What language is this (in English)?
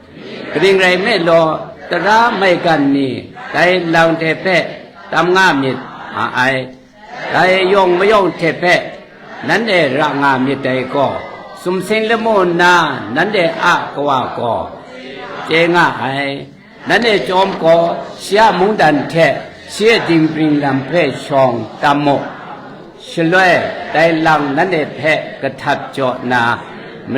Kachin